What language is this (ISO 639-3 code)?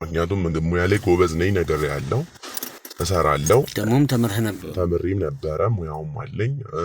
amh